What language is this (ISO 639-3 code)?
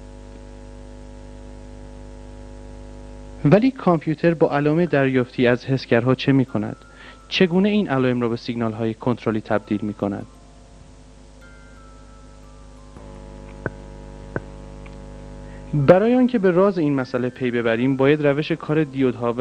fas